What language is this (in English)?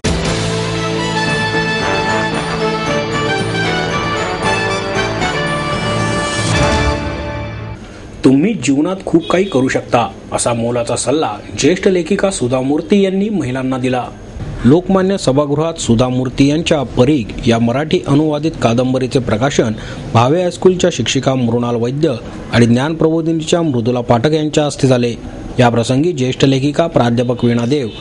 Marathi